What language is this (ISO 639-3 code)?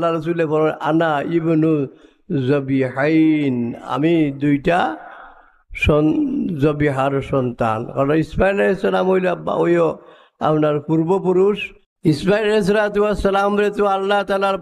syl